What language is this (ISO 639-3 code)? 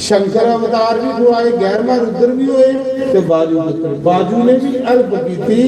doi